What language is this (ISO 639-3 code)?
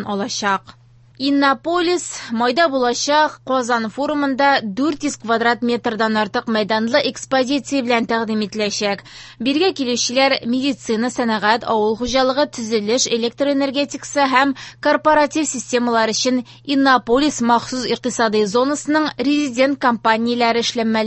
tat